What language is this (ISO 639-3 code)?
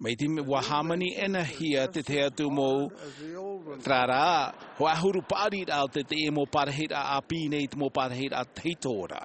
tah